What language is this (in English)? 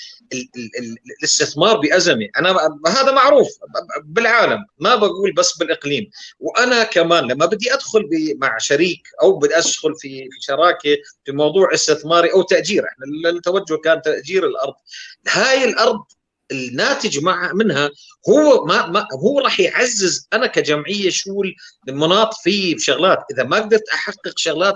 North Levantine Arabic